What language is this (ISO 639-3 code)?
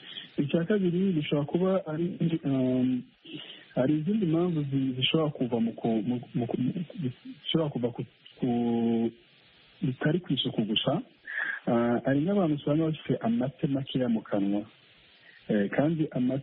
kin